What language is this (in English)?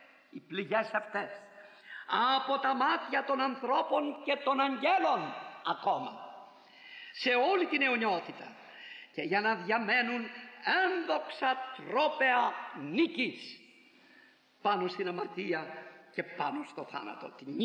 Greek